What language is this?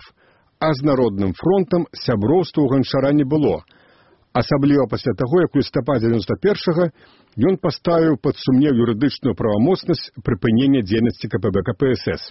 Belarusian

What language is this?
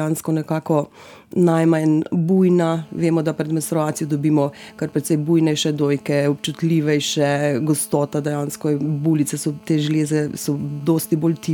Slovenian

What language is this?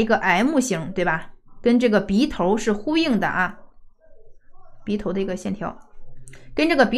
Chinese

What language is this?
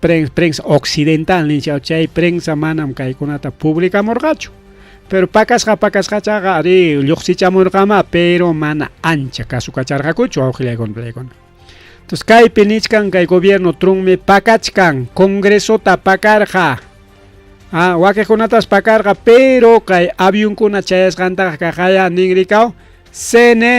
Ayacucho Quechua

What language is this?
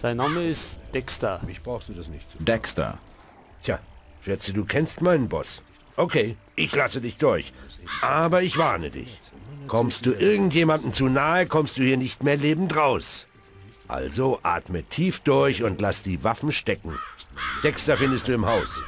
Bavarian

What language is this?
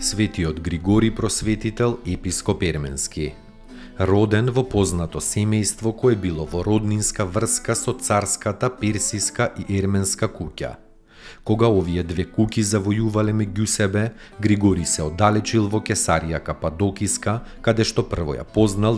Macedonian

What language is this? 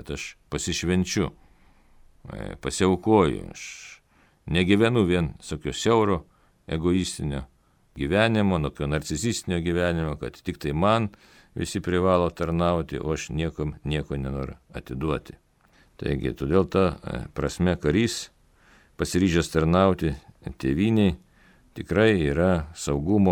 Lithuanian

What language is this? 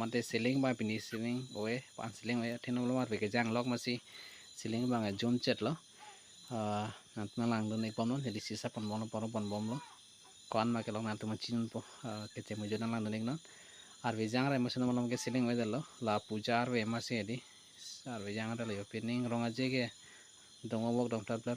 Karbi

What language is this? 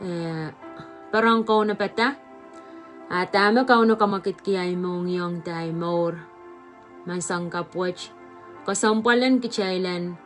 Pohnpeian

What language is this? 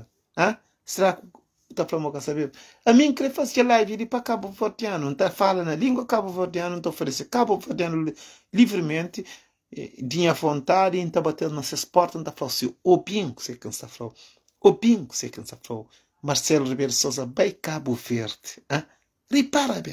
Kabuverdianu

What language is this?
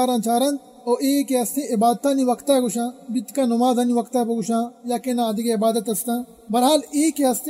Baluchi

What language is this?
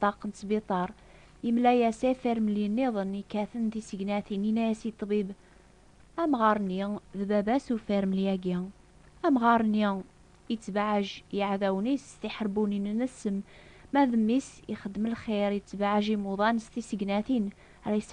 Kabyle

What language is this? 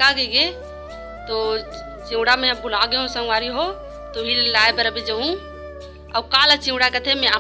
Chhattisgarhi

